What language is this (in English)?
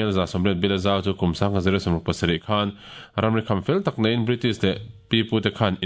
Mizo